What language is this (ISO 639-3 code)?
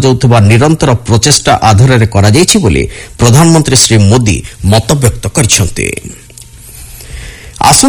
ori